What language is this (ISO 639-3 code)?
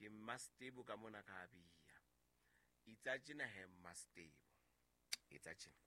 sot